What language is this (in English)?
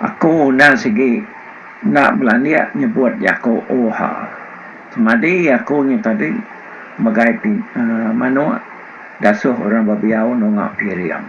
Iban